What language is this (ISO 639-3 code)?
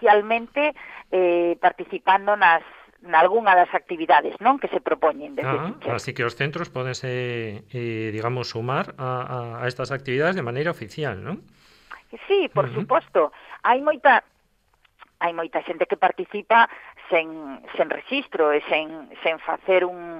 glg